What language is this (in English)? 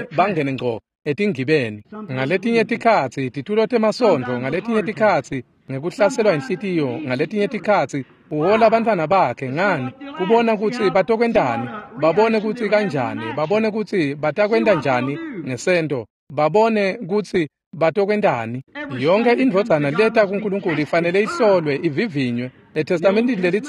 Swati